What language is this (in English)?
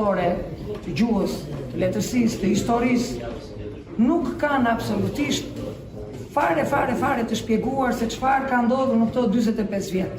Albanian